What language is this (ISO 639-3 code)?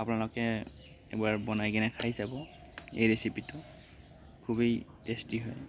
asm